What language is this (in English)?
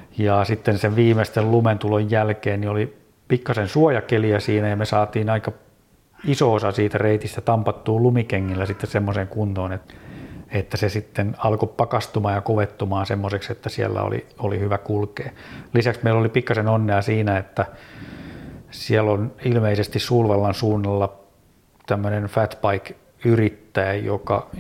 Finnish